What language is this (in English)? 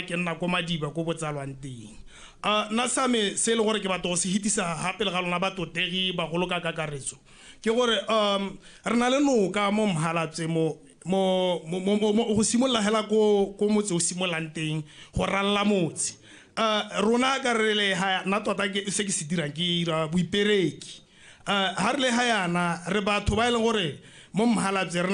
Tswana